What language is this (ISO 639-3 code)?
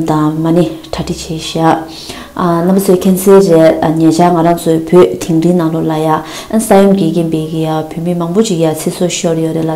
bod